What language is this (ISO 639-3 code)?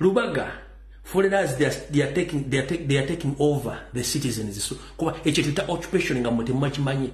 lug